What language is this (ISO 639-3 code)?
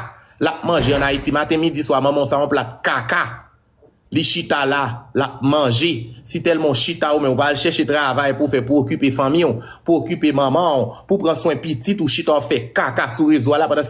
hat